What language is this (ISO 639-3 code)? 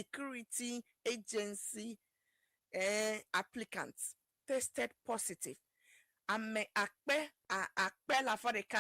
ewe